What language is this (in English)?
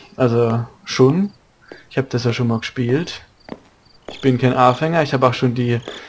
Palatine German